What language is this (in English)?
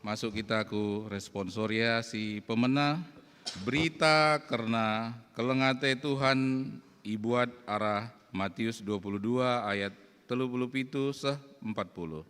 Batak Karo